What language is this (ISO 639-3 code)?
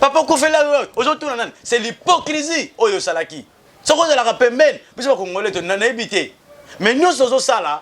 lin